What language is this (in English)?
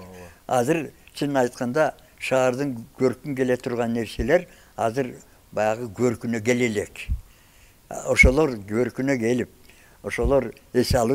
Kyrgyz